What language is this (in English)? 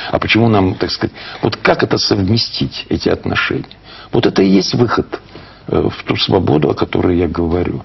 Russian